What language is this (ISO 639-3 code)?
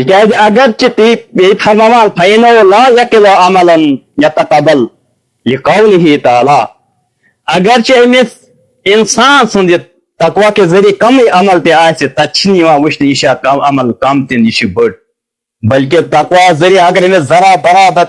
kas